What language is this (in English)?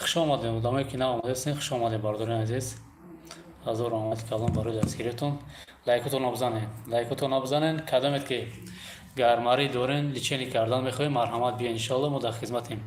Tajik